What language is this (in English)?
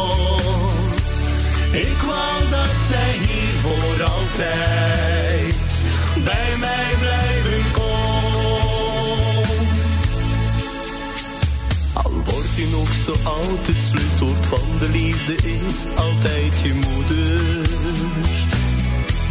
Dutch